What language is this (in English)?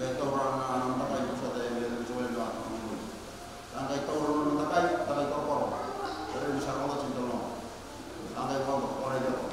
Fijian